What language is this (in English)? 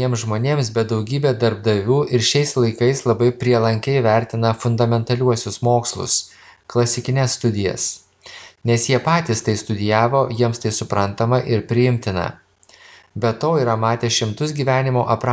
Lithuanian